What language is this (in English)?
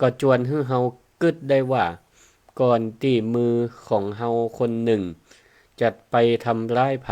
Northern Thai